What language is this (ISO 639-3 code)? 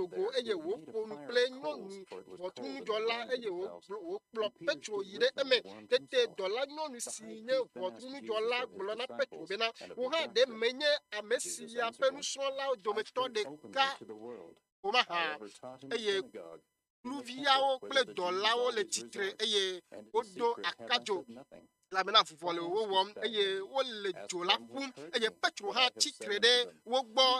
ewe